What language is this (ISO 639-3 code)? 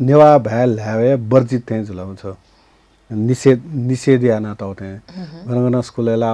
new